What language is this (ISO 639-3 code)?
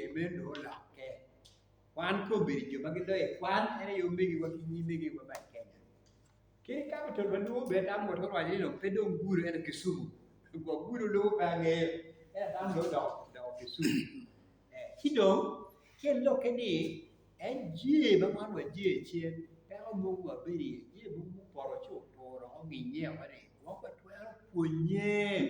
ach